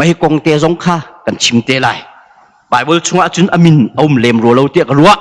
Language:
Hakha Chin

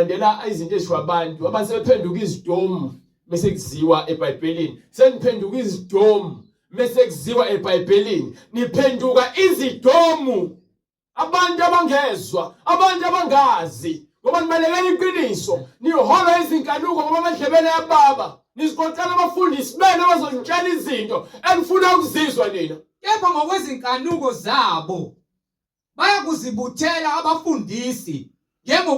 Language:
Zulu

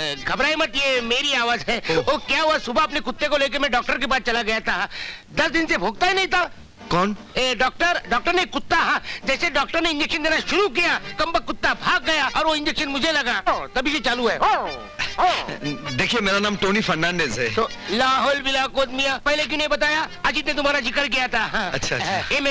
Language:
Hindi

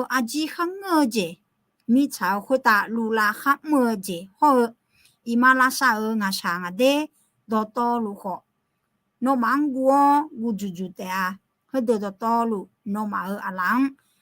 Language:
Akha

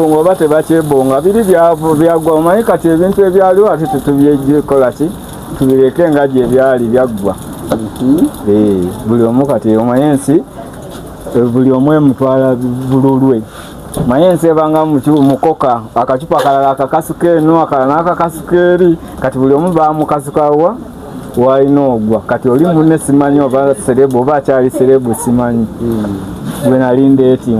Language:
Ganda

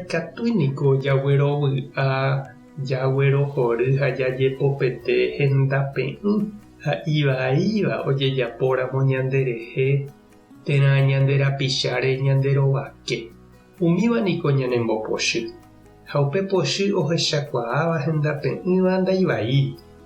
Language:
Guarani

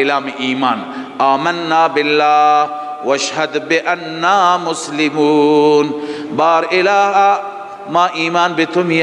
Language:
Persian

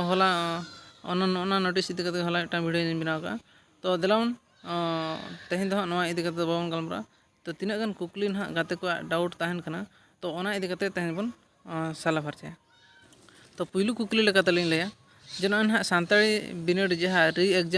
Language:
Santali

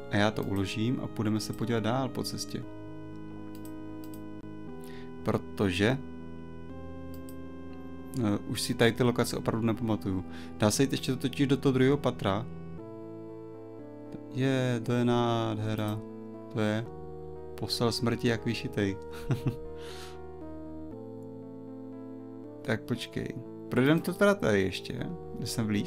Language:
Czech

